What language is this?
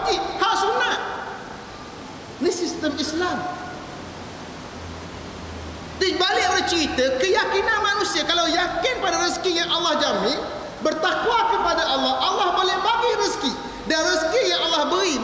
Malay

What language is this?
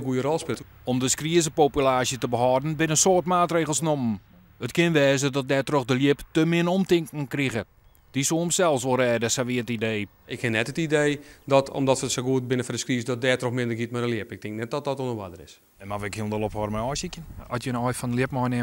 Western Frisian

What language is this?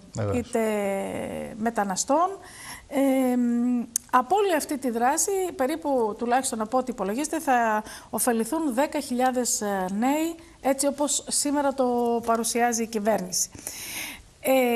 Greek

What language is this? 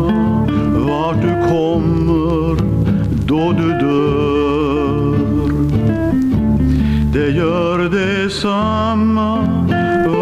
Swedish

